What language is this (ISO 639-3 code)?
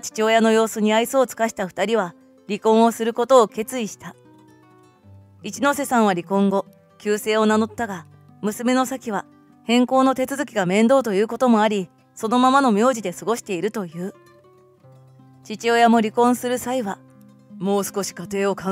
jpn